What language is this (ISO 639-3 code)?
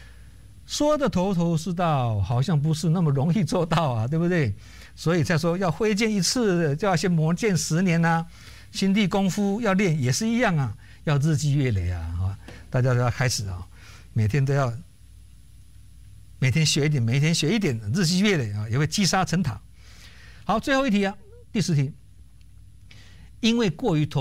zho